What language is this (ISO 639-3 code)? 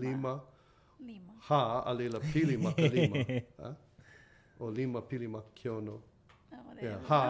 haw